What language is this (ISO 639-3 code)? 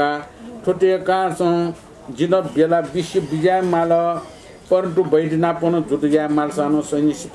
new